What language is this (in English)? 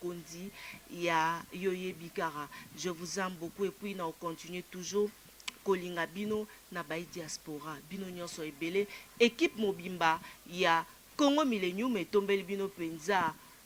Lingala